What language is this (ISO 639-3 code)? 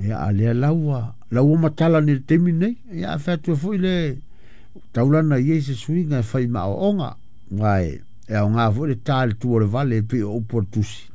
smo